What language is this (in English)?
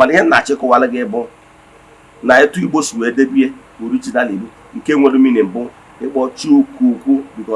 Igbo